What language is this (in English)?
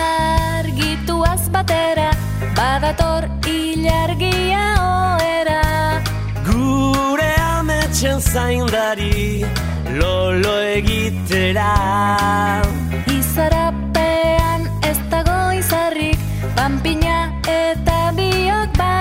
Basque